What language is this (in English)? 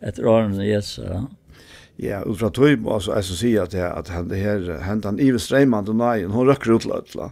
Faroese